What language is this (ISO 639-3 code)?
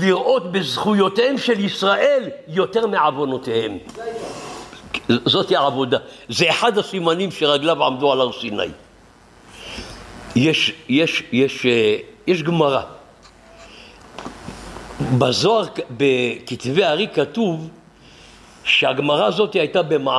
heb